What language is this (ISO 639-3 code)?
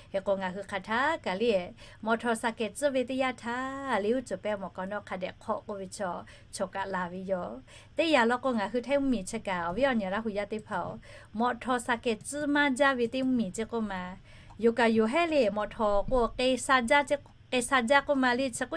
lhu